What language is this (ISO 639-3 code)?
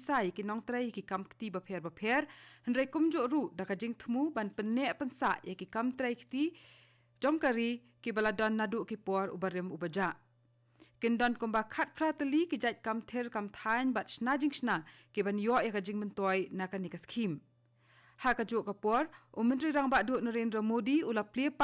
kha